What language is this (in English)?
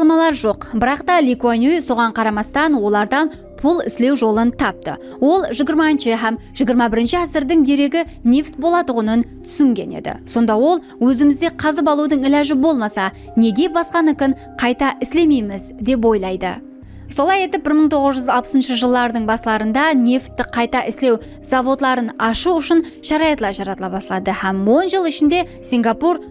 Kara-Kalpak